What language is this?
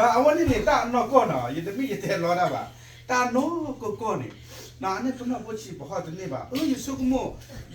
S'gaw Karen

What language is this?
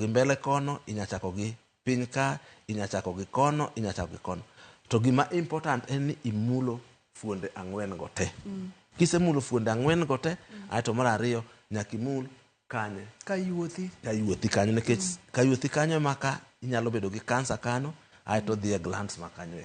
Luo (Kenya and Tanzania)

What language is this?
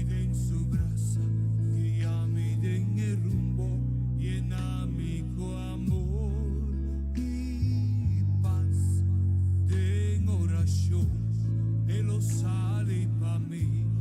Papiamento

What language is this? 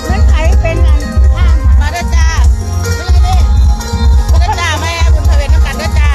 Northeastern Thai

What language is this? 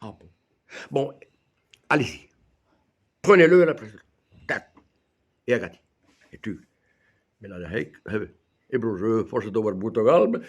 Breton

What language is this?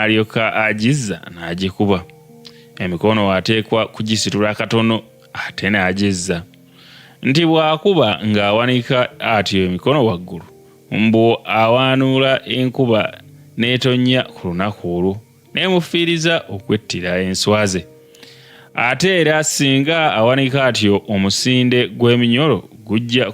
Ganda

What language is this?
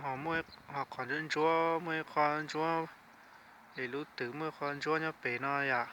Hmong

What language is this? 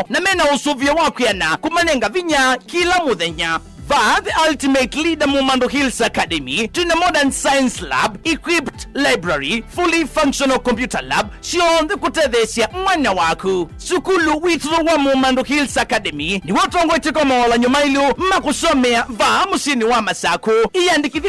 Kamba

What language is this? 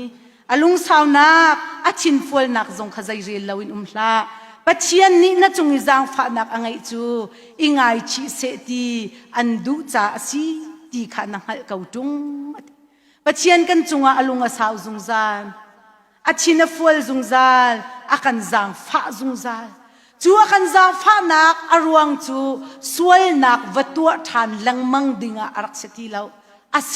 Hakha Chin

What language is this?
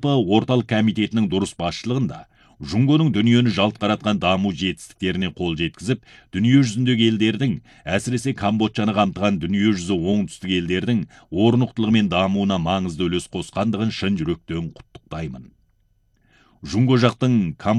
Kazakh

